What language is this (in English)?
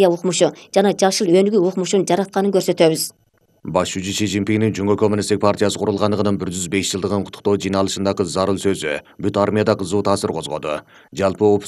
Kyrgyz